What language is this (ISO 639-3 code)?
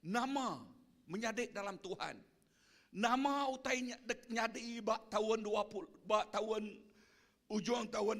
iba